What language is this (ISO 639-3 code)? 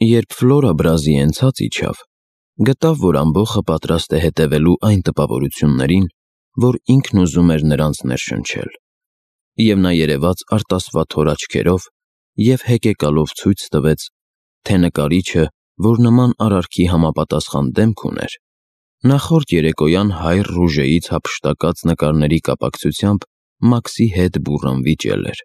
hye